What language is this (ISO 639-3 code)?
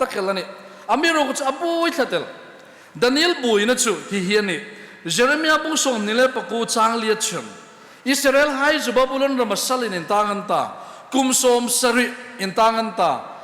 hmr